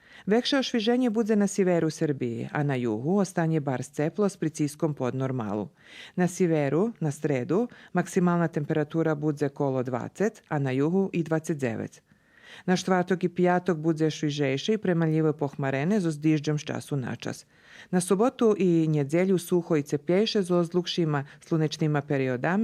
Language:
Rusyn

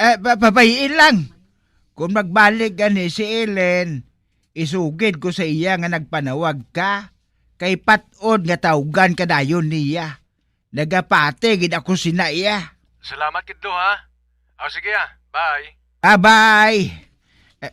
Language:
Hiligaynon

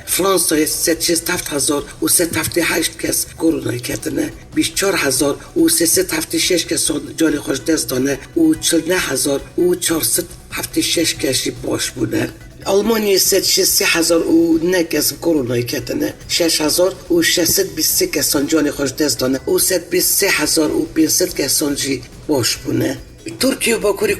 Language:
Kurdish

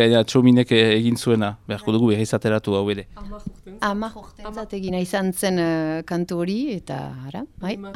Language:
Basque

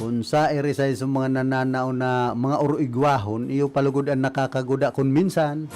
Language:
Bikol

